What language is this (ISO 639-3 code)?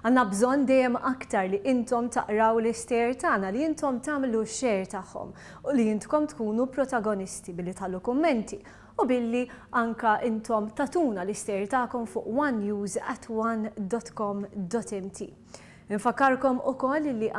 mlt